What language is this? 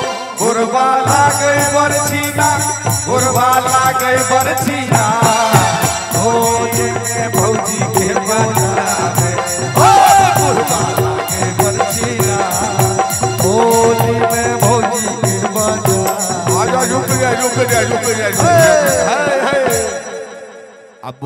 Bhojpuri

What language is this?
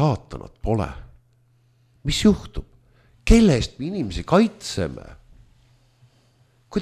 Estonian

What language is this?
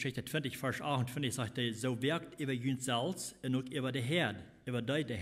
Plautdietsch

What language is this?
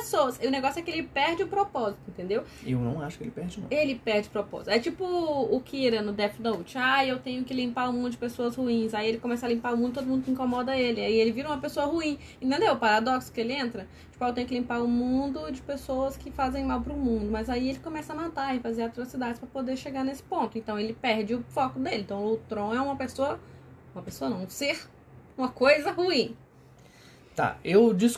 Portuguese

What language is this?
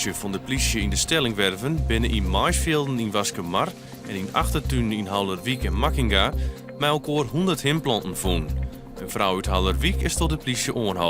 Western Frisian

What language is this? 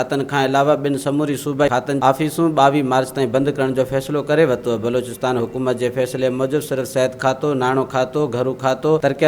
Sindhi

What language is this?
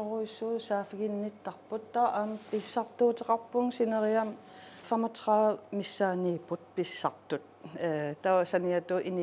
Kalaallisut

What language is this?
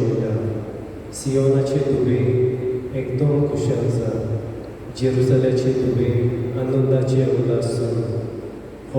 Konkani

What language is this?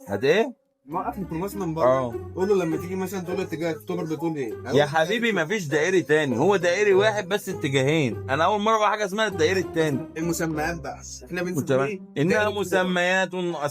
Egyptian Arabic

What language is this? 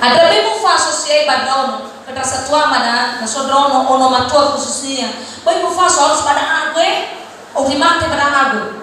Nias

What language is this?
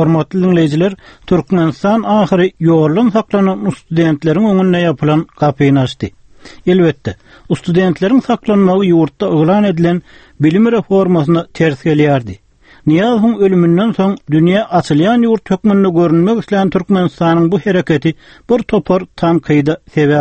Turkmen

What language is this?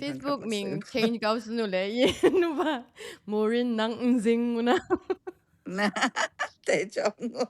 Kachin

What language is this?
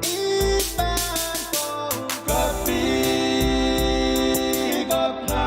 Pohnpeian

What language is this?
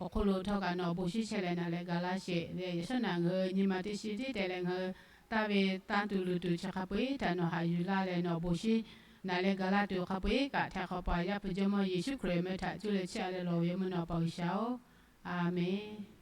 Lahu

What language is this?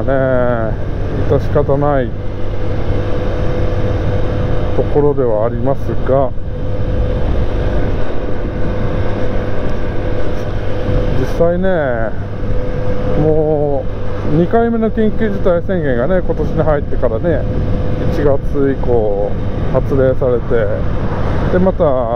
Japanese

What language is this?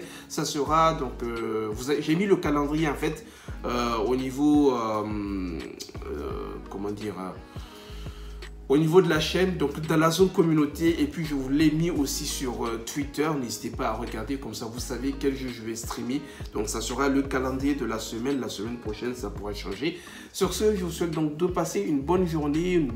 French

